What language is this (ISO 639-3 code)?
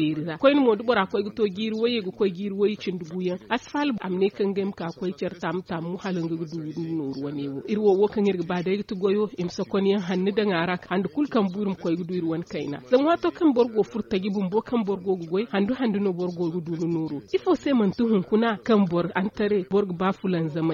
dje